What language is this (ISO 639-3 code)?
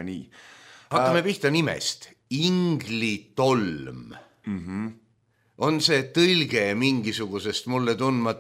est